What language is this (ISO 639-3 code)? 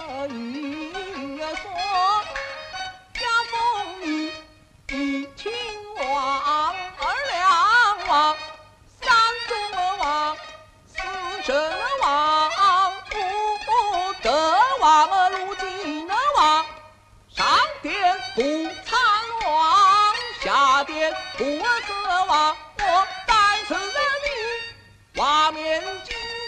zho